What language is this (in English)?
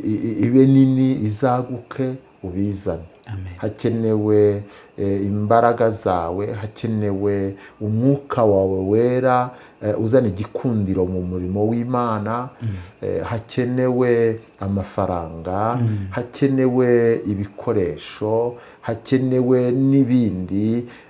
Kinyarwanda